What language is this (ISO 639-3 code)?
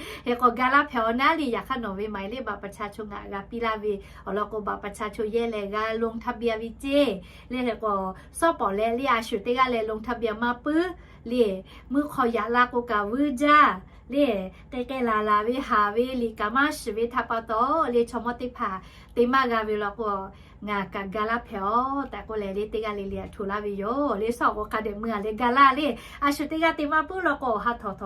lhu